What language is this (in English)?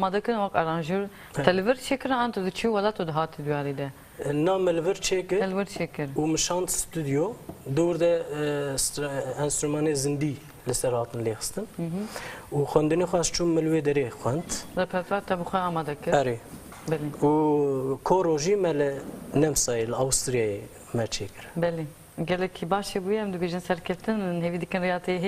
Kurdish